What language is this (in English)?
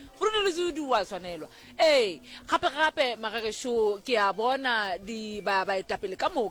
Northern Sotho